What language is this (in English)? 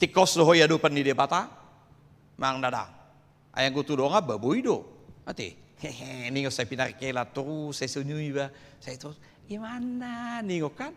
Batak Toba